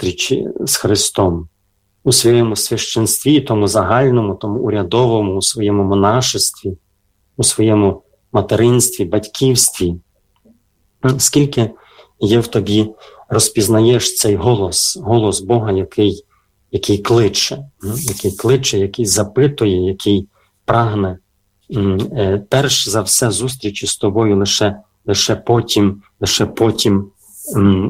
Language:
Ukrainian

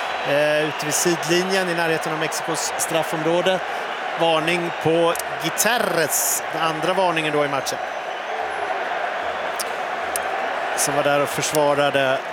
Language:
Swedish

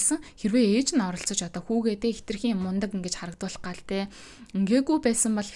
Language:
Mongolian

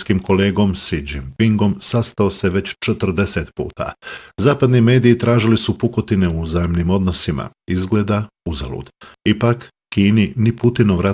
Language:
Bosnian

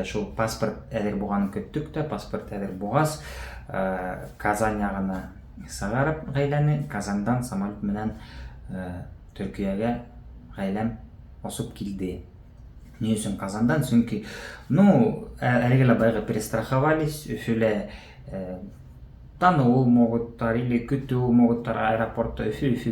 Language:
Bashkir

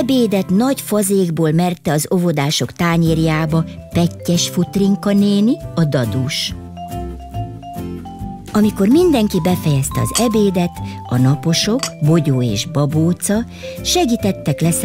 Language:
Hungarian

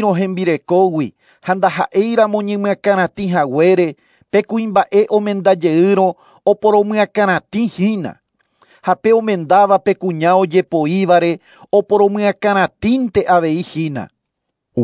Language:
Guarani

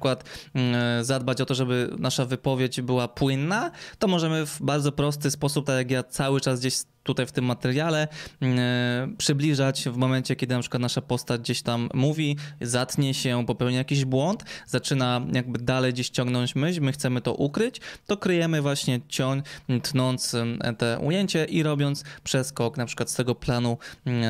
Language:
Polish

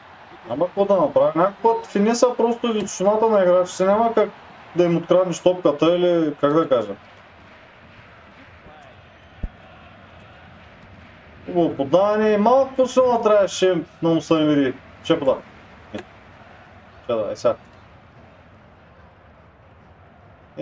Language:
Bulgarian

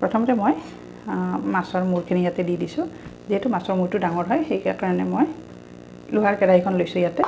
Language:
Assamese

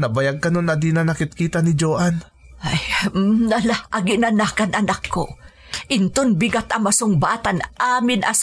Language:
Iloko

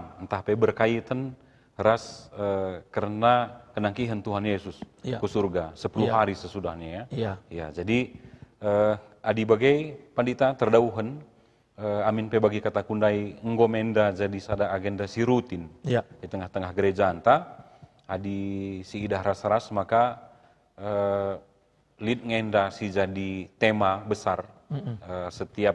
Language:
Batak Karo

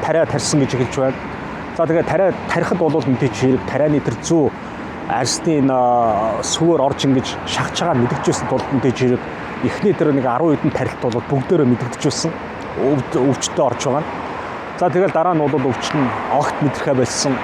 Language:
Mongolian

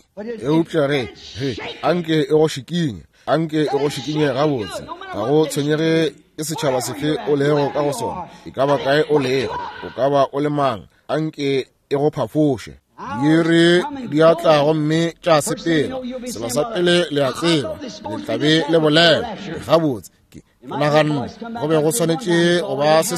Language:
Northern Sotho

